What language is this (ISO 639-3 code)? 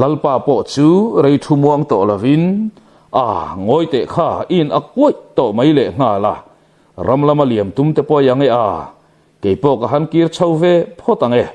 lus